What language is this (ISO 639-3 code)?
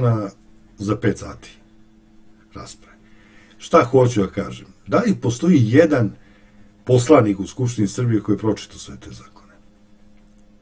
srp